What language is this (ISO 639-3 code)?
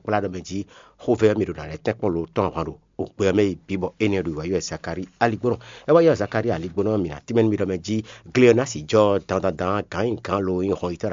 fon